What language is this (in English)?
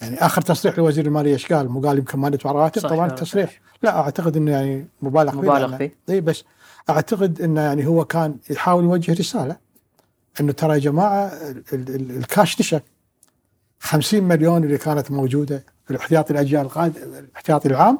Gulf Arabic